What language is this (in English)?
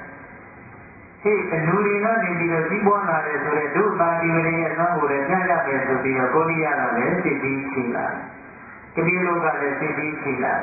Burmese